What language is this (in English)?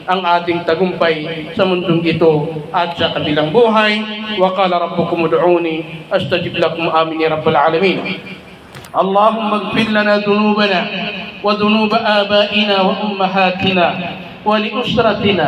Maranao